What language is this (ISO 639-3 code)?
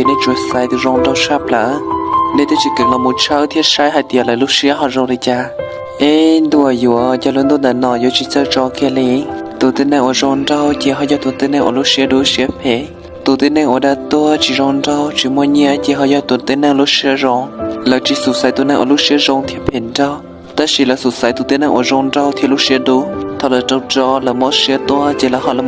hmn